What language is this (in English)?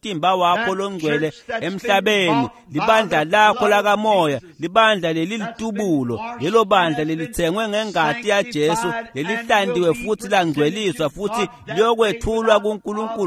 Swati